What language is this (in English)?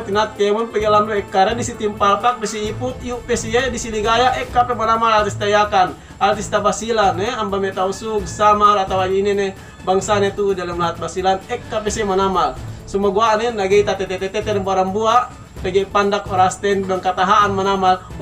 Yakan